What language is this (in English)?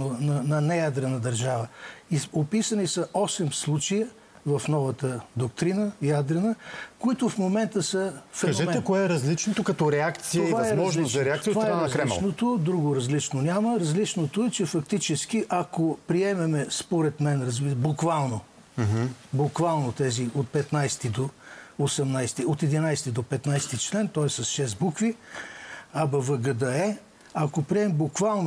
Bulgarian